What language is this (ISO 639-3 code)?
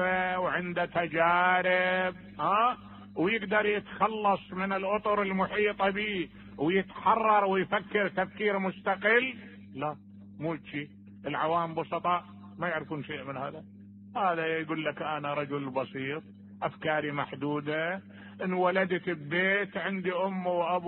acm